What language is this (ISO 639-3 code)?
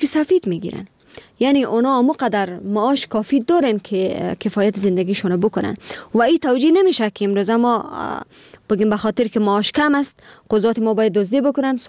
fas